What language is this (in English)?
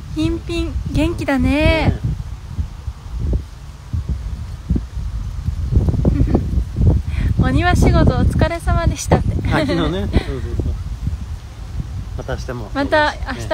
Japanese